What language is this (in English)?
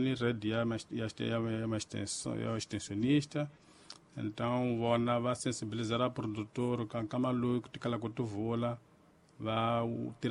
Tsonga